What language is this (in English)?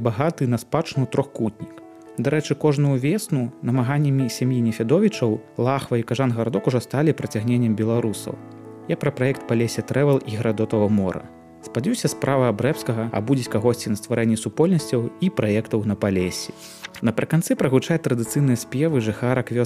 Belarusian